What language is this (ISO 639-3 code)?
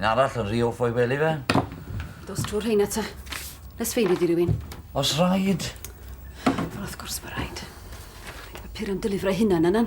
cym